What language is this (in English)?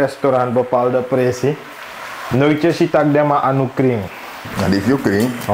Sranan Tongo